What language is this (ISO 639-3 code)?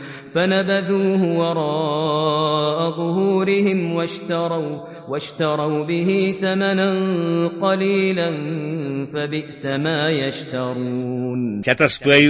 kas